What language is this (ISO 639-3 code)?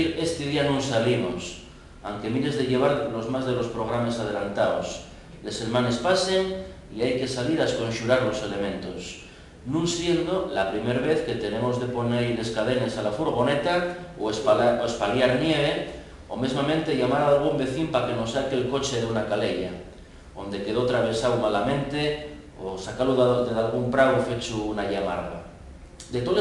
ast